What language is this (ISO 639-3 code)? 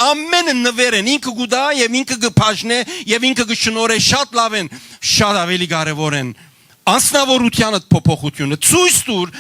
hyw